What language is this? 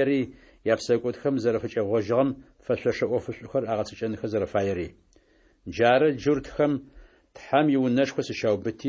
Adyghe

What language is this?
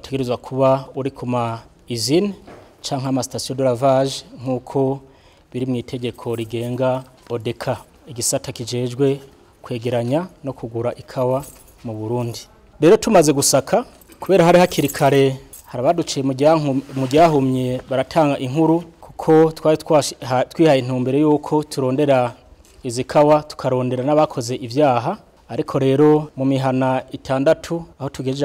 Rundi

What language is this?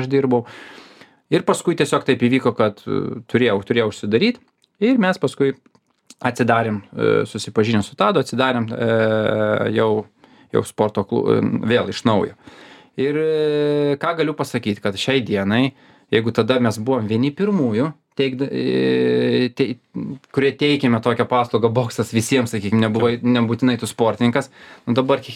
Lithuanian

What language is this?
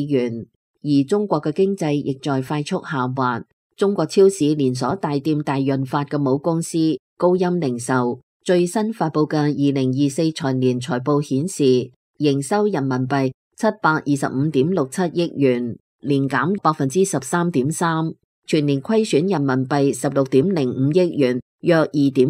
Cantonese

